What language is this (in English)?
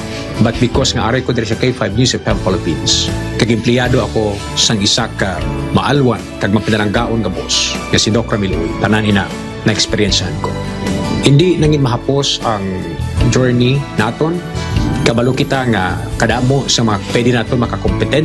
Hiligaynon